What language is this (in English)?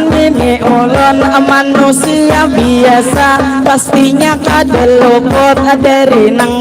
Banjar